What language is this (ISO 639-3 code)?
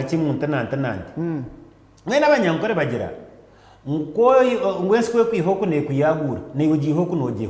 nyn